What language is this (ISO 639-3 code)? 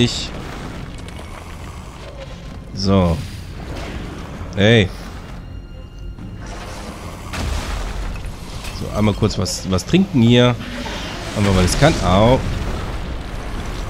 deu